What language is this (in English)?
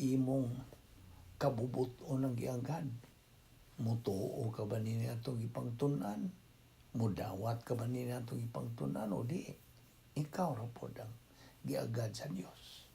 Cebuano